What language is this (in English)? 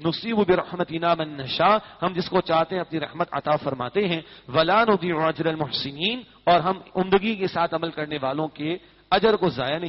Urdu